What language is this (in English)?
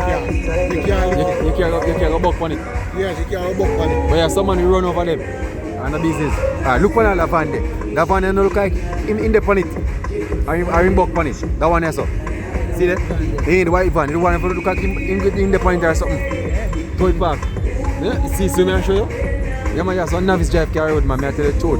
Jamaican Creole English